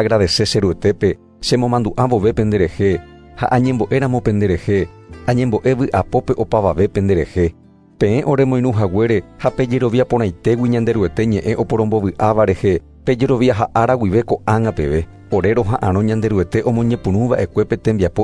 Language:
Guarani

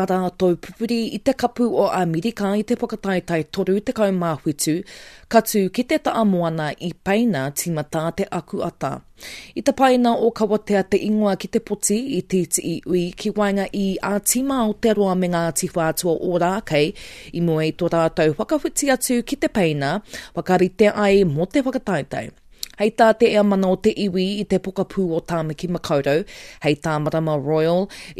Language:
Māori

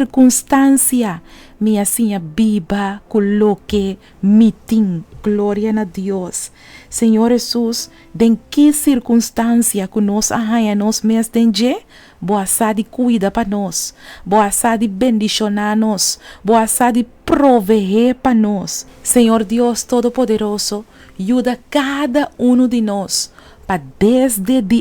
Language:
Papiamento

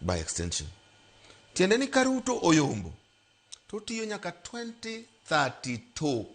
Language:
Luo (Kenya and Tanzania)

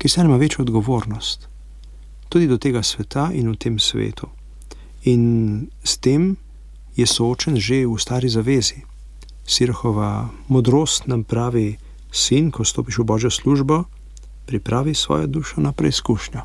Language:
Slovenian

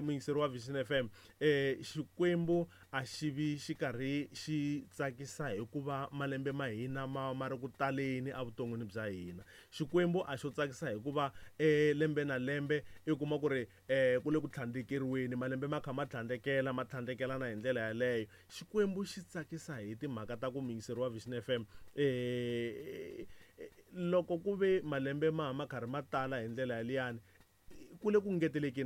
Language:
Tsonga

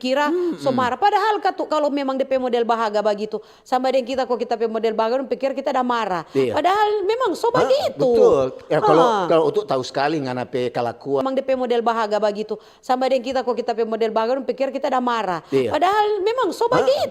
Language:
Manado Malay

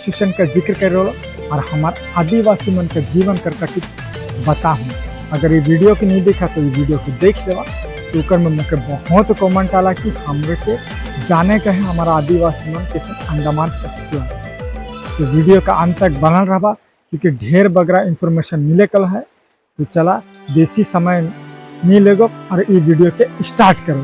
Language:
Sadri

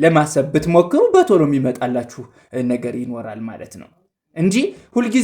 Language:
Amharic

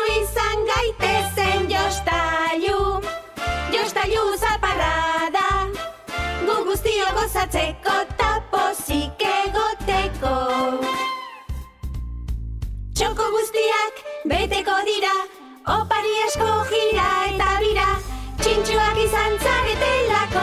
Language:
Basque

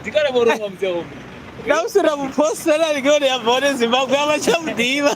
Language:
Venda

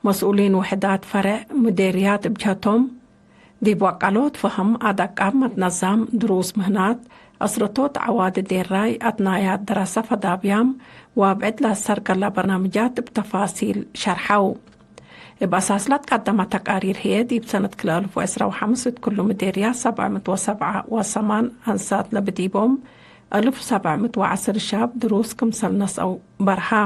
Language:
Tigre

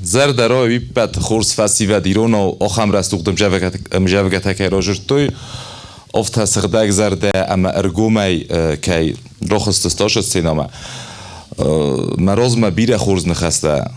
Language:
Ossetic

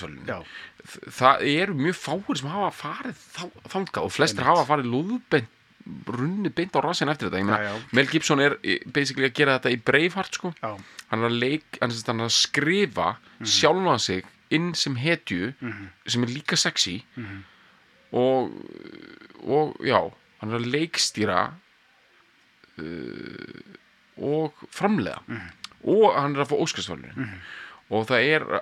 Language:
Icelandic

